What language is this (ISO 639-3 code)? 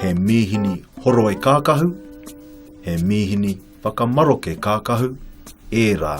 mri